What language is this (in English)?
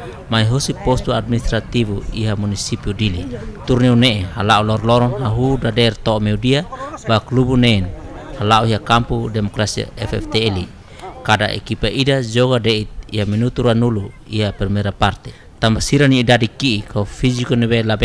Tetum